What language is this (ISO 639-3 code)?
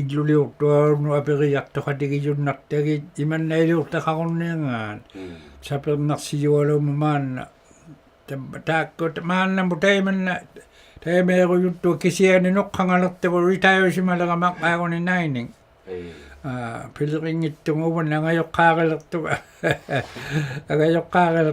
iku